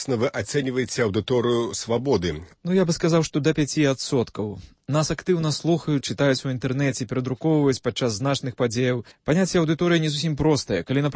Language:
Belarusian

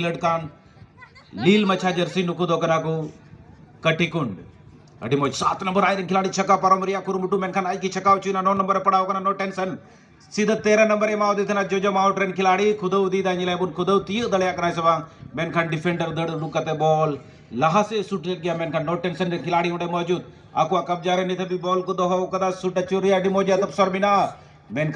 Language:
Santali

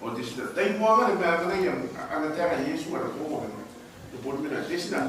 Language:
Gilbertese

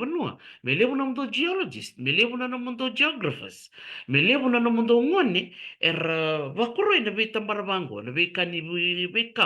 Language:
Fijian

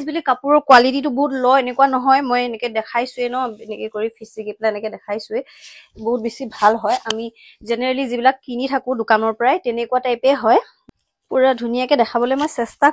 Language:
Assamese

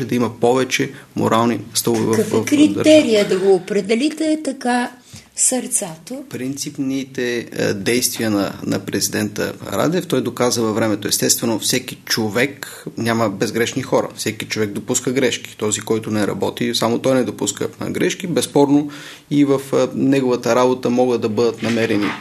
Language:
Bulgarian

